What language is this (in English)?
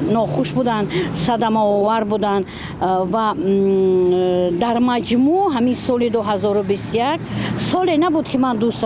Tajik